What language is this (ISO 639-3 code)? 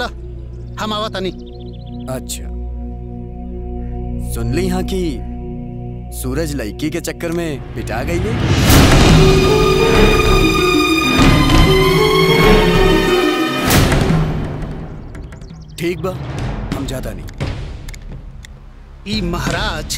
bho